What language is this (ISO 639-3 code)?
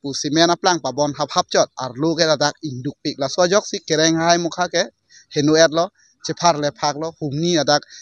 mjw